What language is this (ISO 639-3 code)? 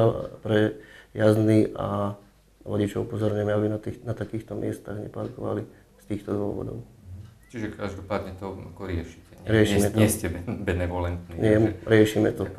slk